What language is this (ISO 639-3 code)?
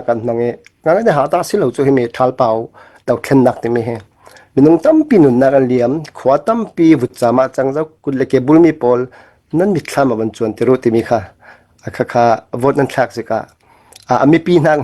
cfm